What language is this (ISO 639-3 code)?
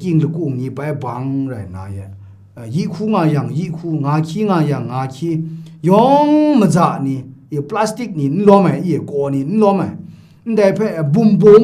kac